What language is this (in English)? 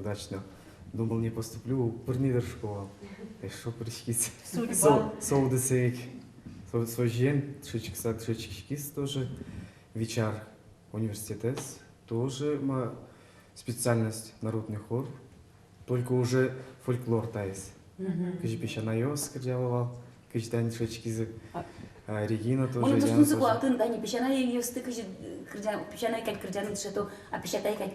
Udmurt